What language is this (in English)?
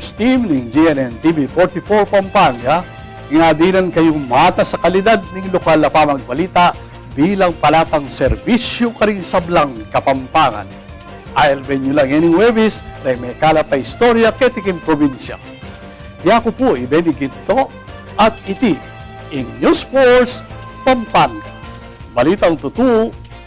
Pampanga